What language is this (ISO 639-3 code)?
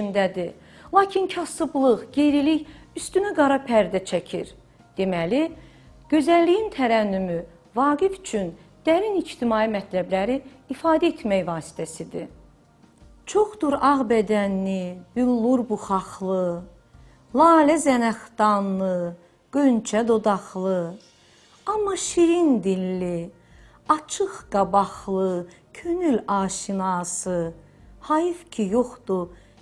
aze